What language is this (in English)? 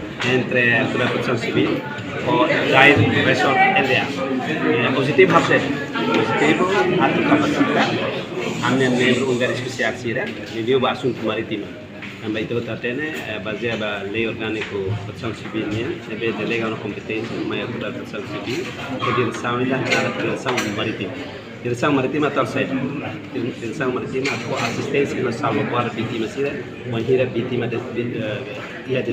Tetum